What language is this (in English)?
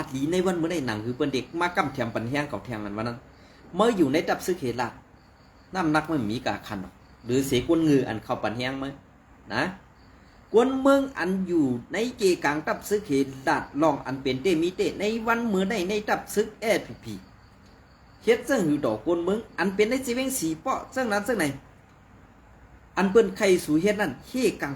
Shan